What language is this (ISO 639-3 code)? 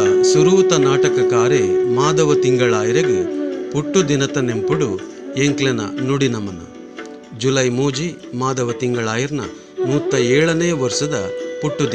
tcy